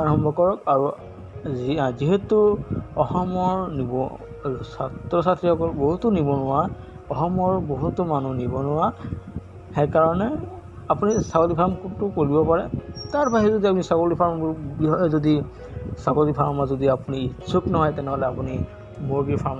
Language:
Assamese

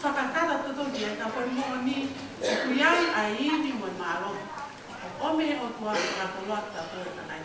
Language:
Tongan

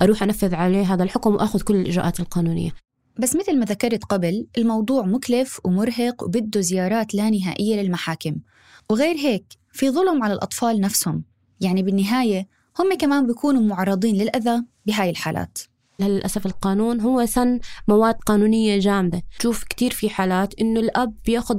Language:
North Levantine Arabic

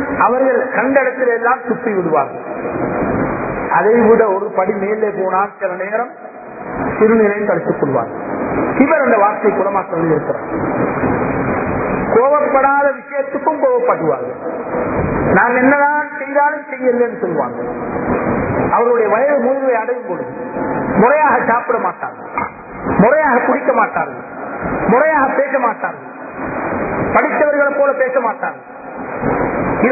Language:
Tamil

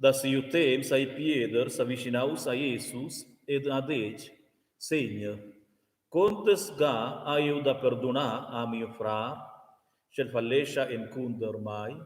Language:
Romansh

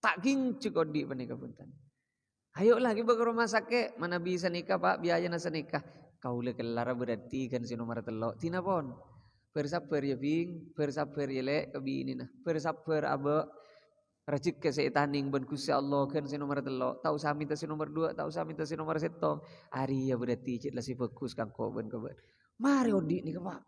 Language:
Madurese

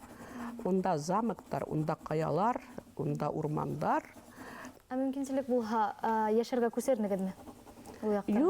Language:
Bashkir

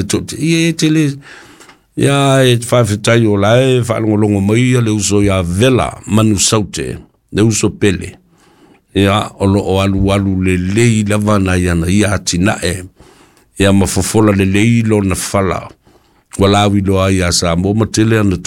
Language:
Samoan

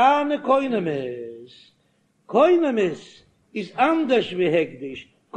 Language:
Yiddish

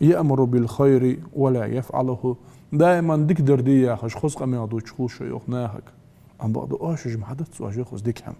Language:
Ingush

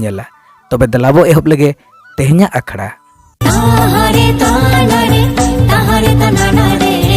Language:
Santali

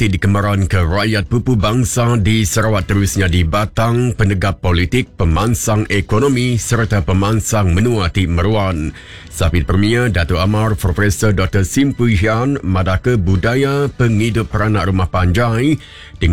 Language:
Iban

